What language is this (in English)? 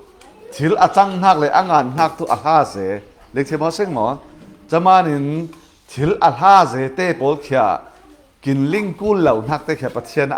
Falam Chin